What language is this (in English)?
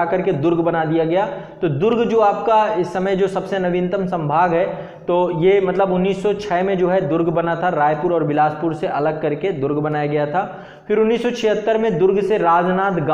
Hindi